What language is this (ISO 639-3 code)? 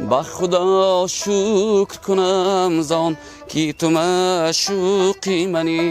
tgk